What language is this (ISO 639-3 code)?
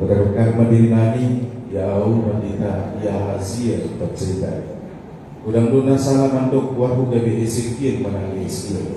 bbc